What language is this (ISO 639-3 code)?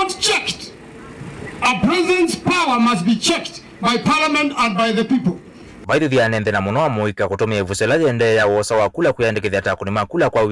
kam